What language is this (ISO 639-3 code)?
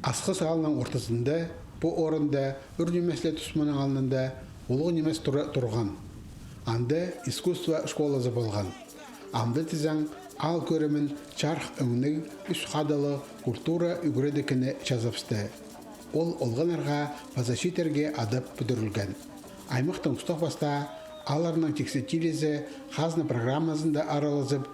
kjh